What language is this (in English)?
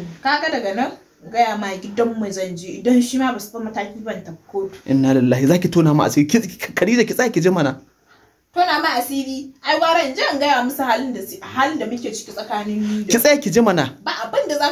Hausa